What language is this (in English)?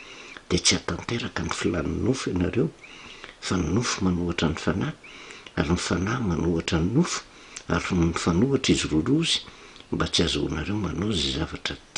Malagasy